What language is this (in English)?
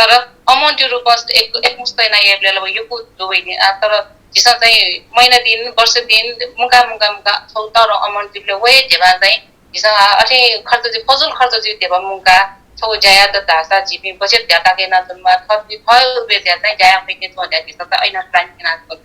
Newari